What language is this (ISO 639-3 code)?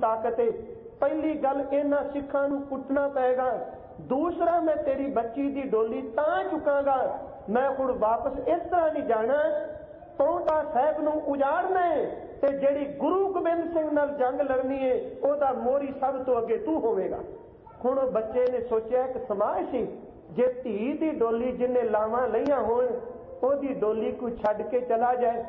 pan